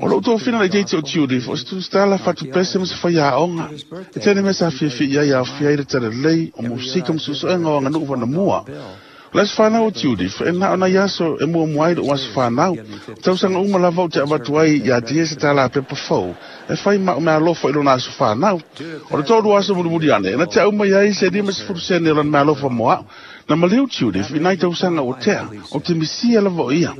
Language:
Samoan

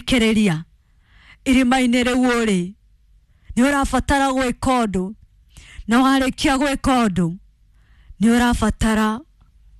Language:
Kikuyu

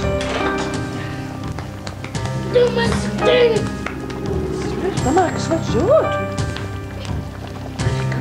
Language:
Swedish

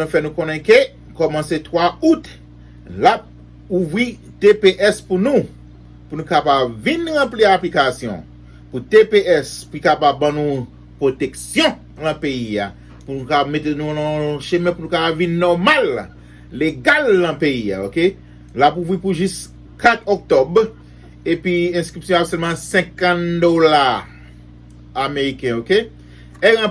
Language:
Haitian Creole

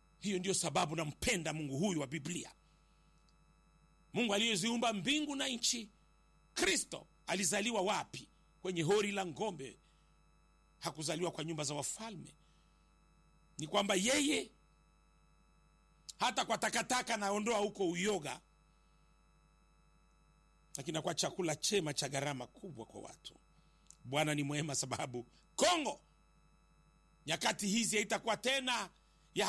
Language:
Swahili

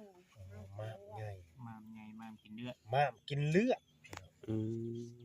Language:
Northeastern Thai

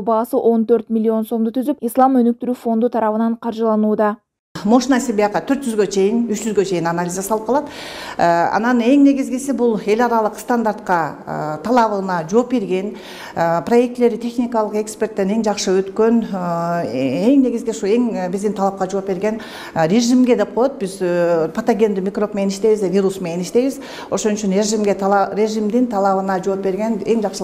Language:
Kyrgyz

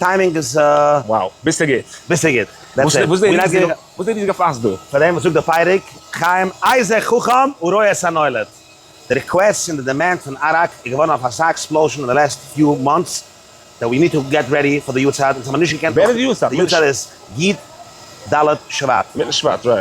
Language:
Yiddish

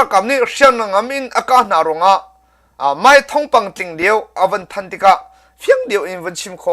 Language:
Hakha Chin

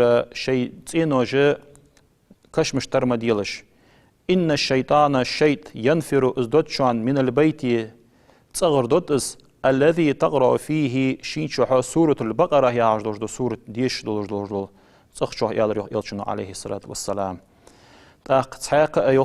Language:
Ingush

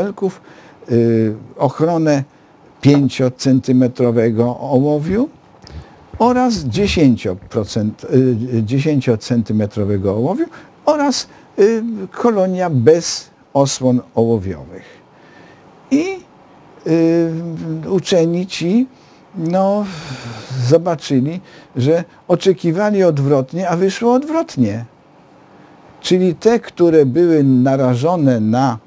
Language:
Polish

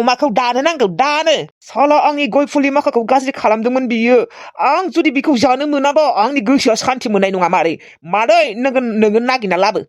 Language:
Bodo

